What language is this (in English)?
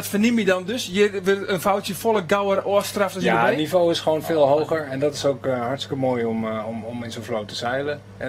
Western Frisian